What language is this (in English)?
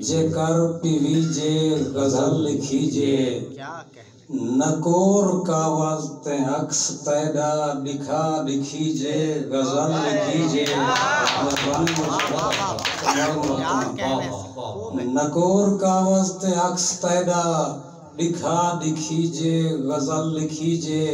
Saraiki